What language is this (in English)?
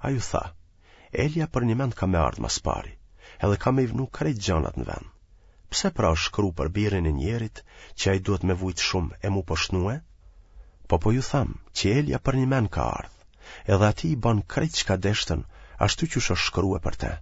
Albanian